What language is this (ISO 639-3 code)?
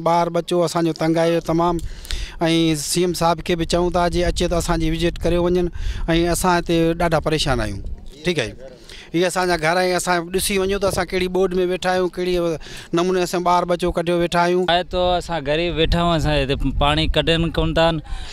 snd